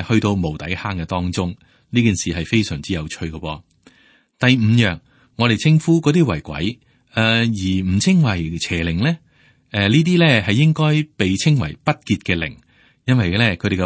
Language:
Cantonese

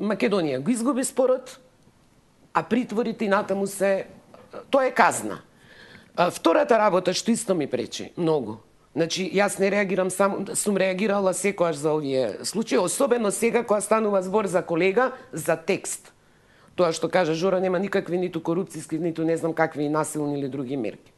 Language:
Macedonian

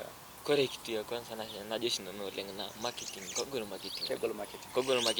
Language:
Masai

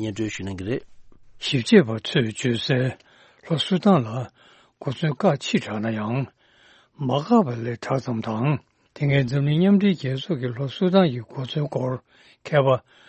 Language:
Tibetan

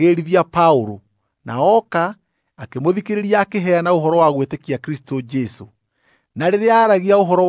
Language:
Kikuyu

